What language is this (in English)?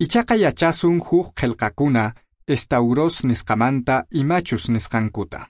Quechua